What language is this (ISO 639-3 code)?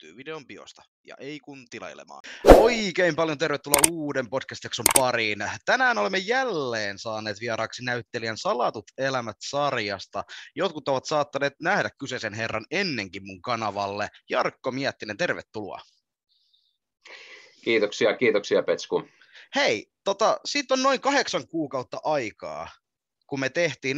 fin